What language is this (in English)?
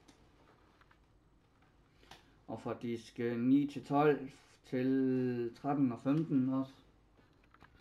Danish